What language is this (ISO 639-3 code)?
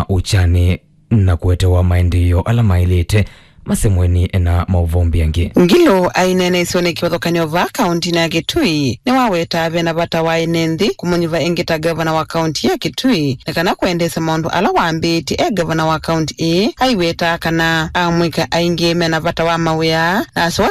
kam